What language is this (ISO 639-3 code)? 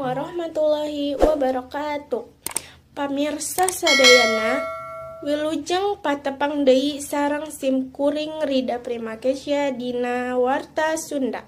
sun